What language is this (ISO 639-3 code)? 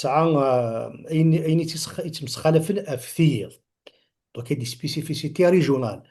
kab